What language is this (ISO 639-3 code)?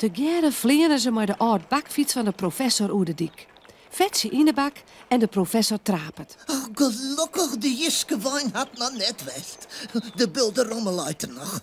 fry